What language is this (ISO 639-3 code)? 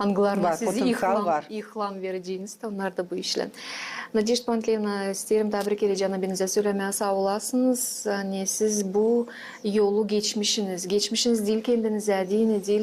gag